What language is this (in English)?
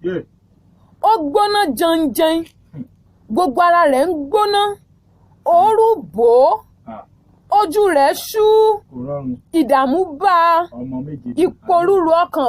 Yoruba